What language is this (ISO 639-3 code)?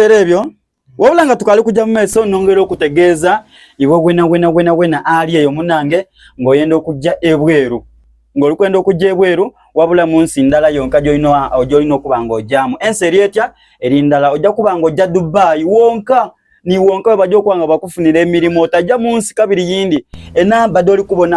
xog